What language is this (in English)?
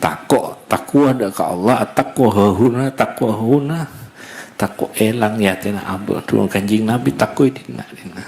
Madurese